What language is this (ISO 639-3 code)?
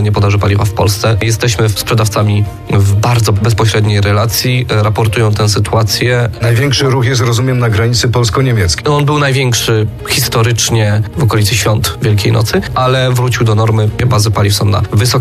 pol